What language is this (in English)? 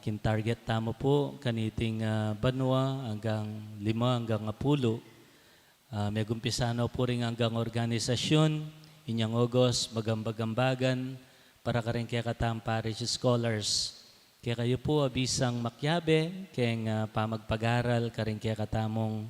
Pampanga